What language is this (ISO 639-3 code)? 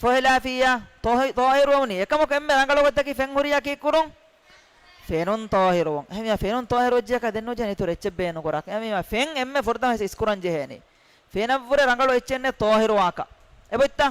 div